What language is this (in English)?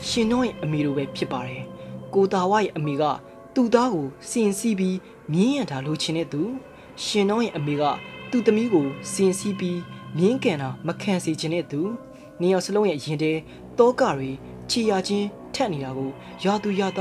Burmese